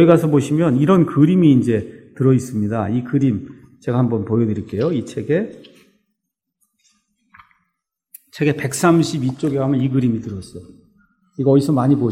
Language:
Korean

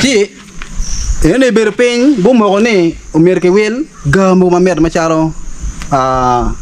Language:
Acoli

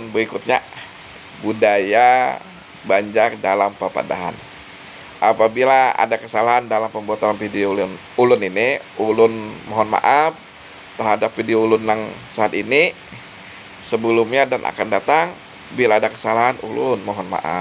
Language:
Banjar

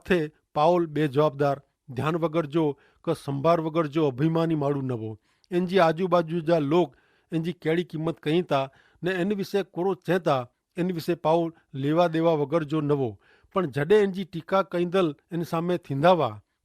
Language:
Kachhi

